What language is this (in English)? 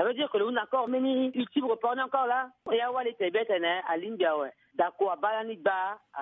Sango